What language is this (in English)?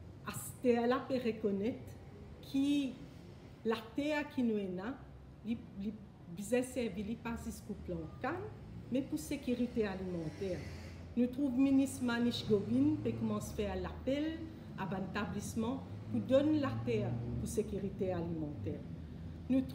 Morisyen